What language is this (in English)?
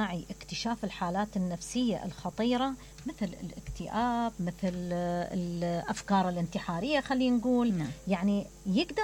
Mesopotamian Arabic